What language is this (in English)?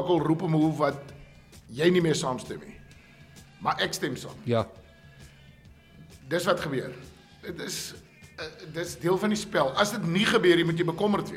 Afrikaans